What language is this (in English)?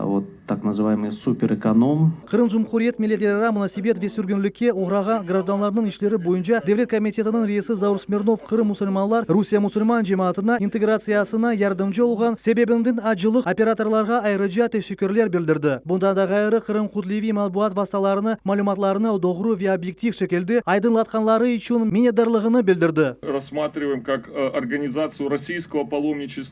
Crimean Tatar